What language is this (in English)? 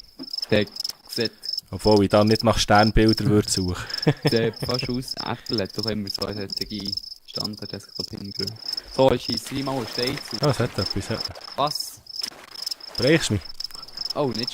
Swiss German